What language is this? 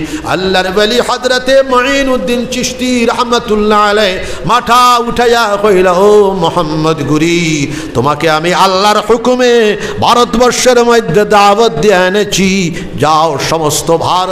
Sylheti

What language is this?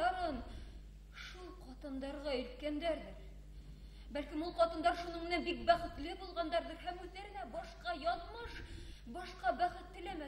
Bashkir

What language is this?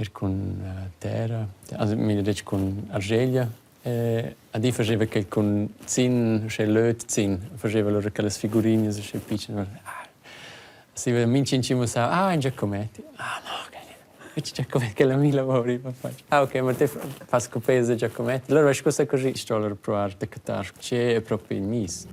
Romansh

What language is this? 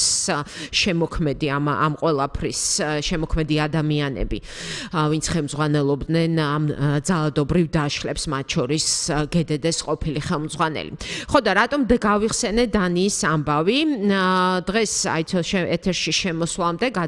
Georgian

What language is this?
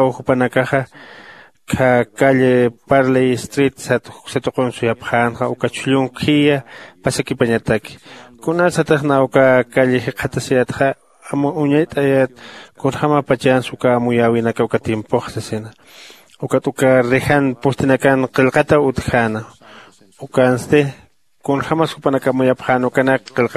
Aymara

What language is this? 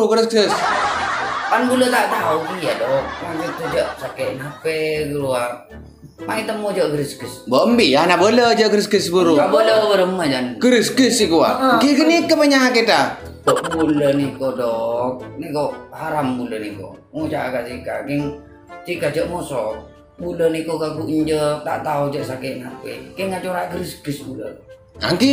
Madurese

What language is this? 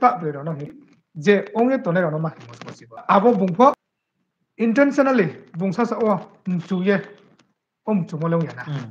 Riang (India)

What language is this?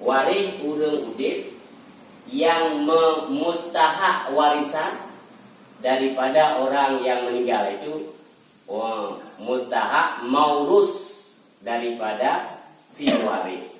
Achinese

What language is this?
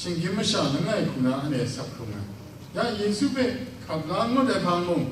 Kachin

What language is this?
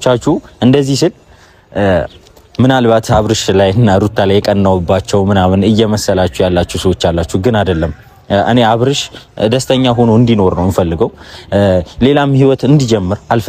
Amharic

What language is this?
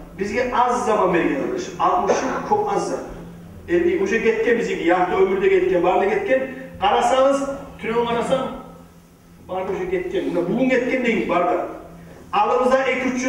Kumyk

